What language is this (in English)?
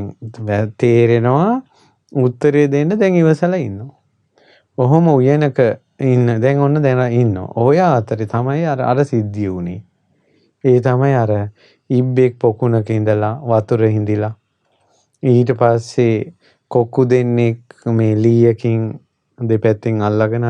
Sinhala